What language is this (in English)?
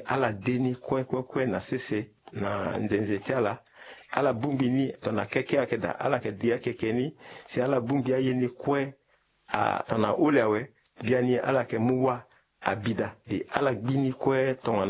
Sango